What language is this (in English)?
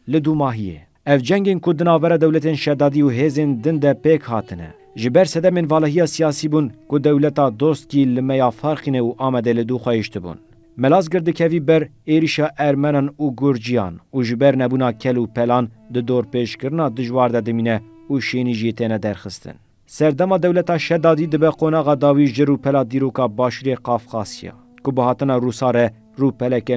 Kurdish